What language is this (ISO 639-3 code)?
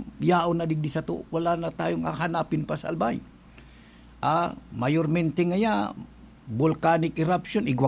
bik